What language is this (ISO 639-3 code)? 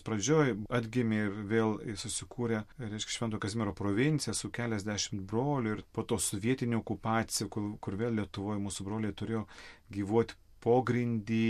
lit